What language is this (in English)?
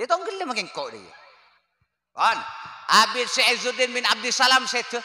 Madurese